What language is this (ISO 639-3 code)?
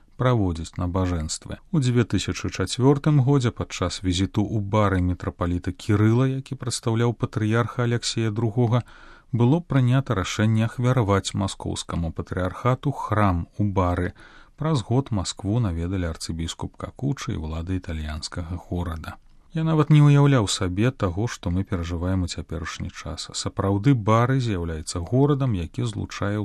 bel